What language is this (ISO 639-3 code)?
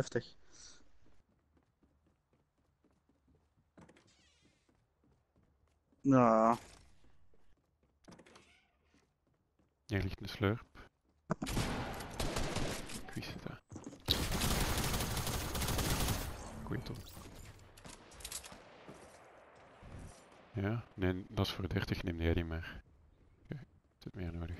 nld